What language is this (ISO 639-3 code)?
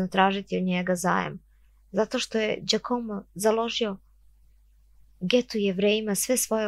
srp